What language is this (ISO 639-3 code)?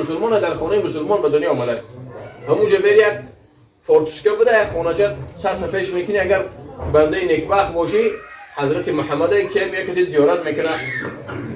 tgk